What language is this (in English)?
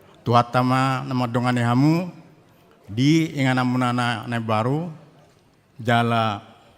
Batak Toba